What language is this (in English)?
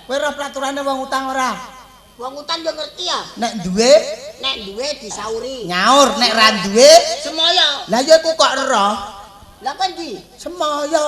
Javanese